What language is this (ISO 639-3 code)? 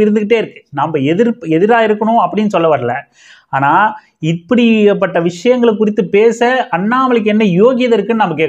tam